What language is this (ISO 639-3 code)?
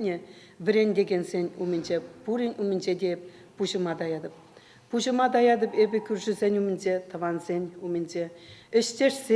chv